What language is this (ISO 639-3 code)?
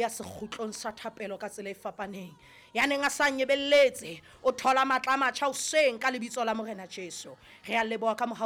sot